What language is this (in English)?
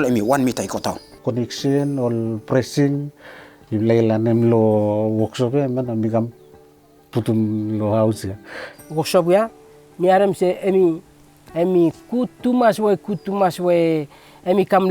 Bislama